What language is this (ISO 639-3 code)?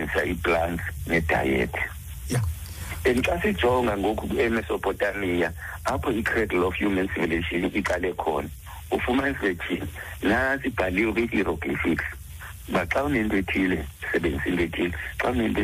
xho